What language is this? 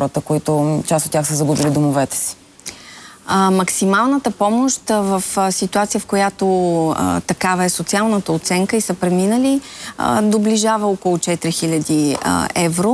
Bulgarian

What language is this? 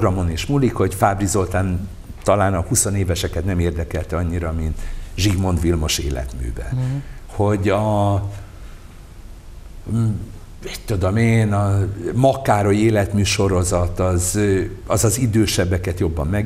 Hungarian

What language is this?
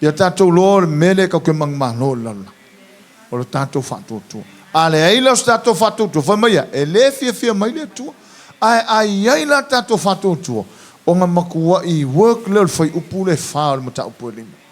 Samoan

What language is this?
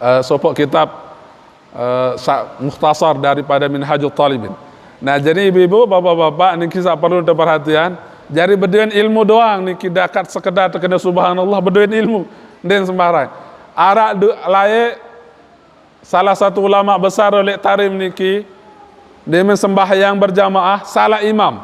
Sasak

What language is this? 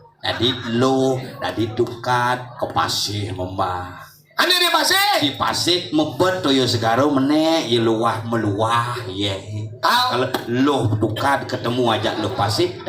Balinese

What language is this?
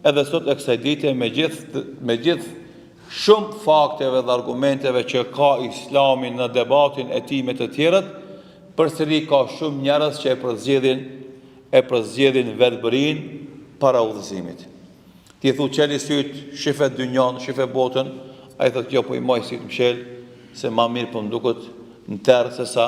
Albanian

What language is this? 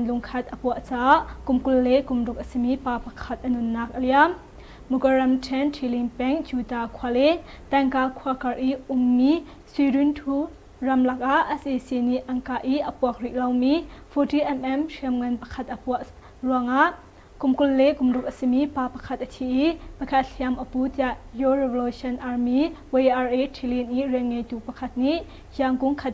Hakha Chin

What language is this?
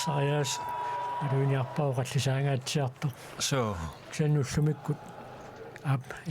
Kalaallisut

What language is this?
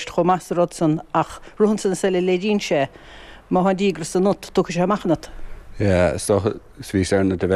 Irish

